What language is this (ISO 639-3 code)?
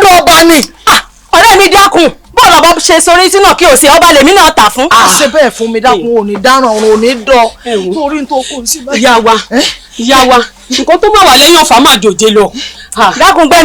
yor